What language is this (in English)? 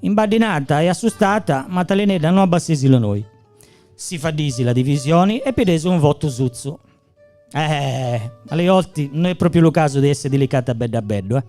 Gallurese Sardinian